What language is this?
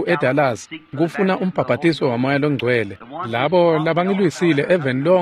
Swati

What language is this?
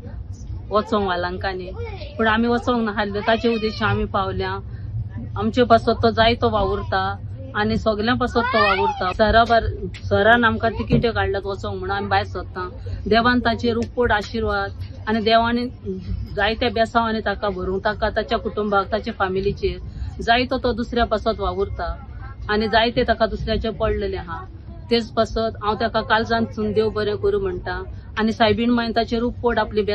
Konkani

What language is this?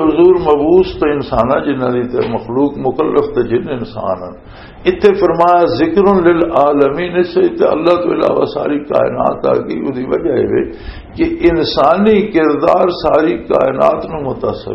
Western Panjabi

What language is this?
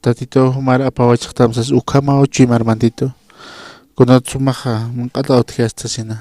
Aymara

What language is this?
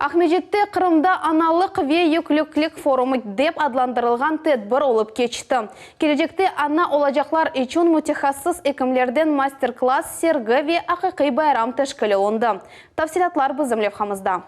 Crimean Tatar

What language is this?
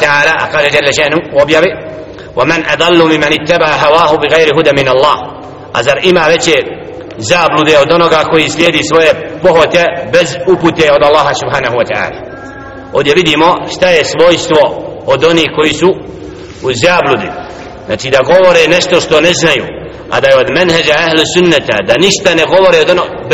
Bosnian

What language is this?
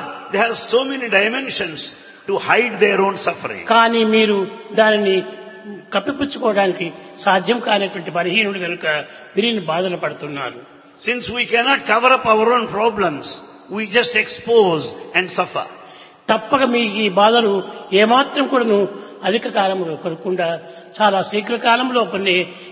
Telugu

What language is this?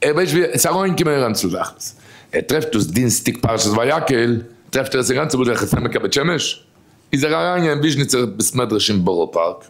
Yiddish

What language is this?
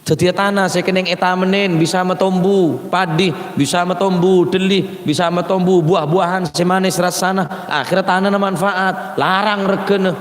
Madurese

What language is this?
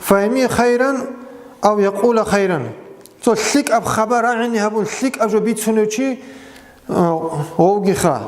Avaric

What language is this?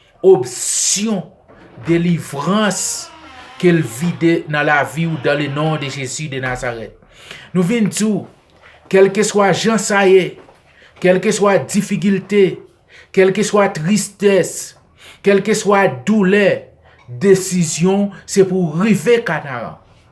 Haitian Creole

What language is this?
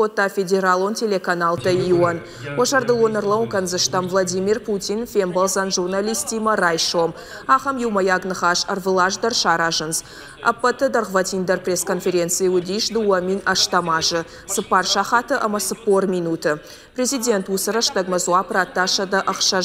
Ossetic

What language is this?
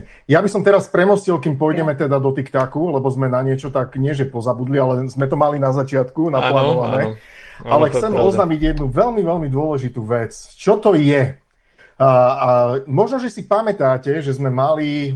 Slovak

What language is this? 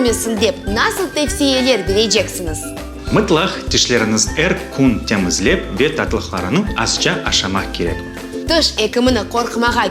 Crimean Tatar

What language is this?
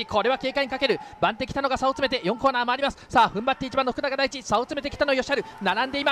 Japanese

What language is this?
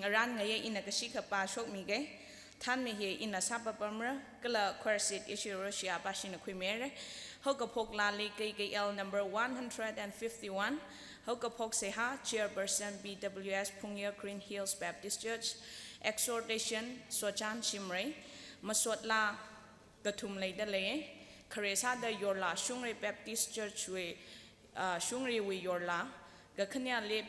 Tangkhul Naga (India)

